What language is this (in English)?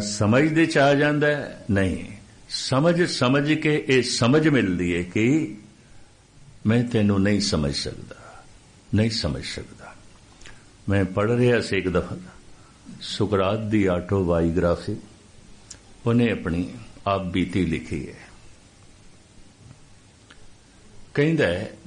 Punjabi